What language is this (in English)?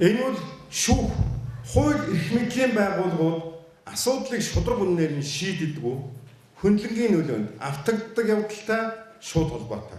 Mongolian